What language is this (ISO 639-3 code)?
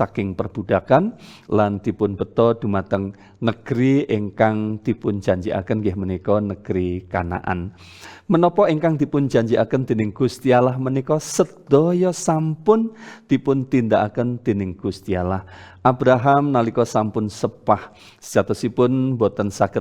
jav